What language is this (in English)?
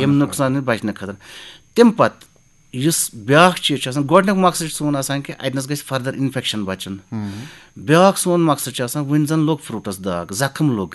Kashmiri